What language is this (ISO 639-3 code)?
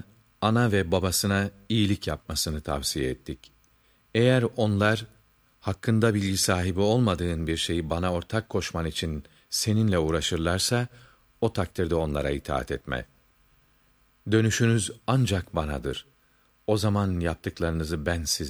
tur